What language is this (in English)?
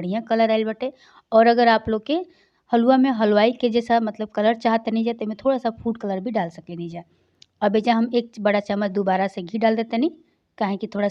Bhojpuri